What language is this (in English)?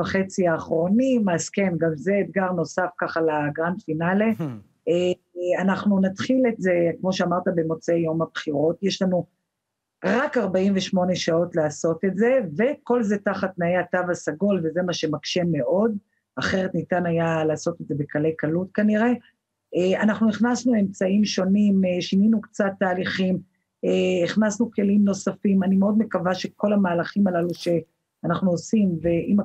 Hebrew